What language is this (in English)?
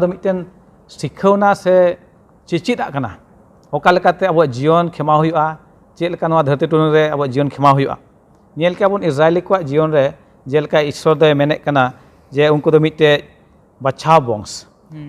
Santali